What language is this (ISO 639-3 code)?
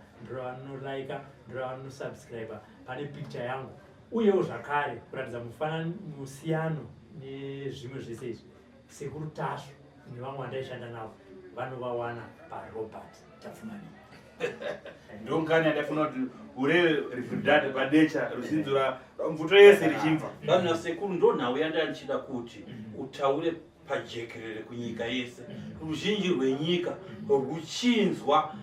sna